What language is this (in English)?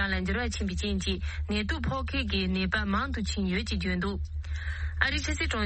Tibetan